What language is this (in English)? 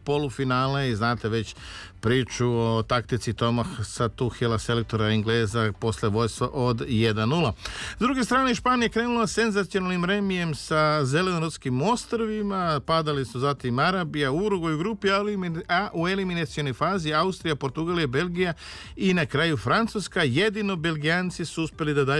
Serbian